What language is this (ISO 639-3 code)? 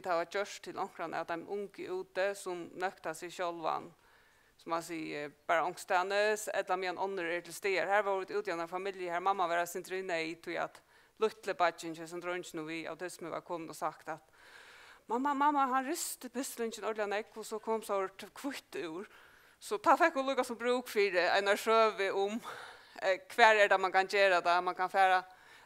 fao